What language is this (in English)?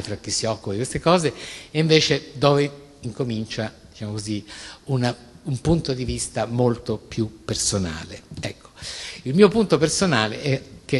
Italian